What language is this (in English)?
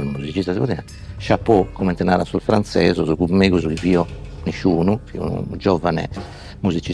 Sardinian